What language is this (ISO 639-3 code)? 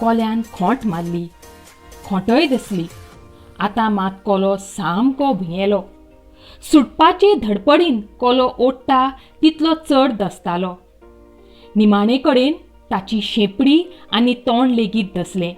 kok